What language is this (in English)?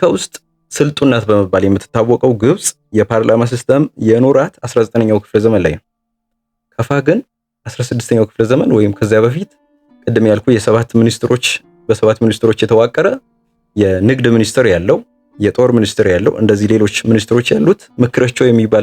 Amharic